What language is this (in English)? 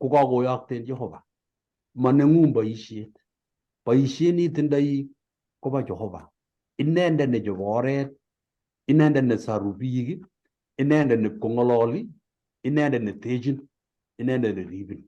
Kalenjin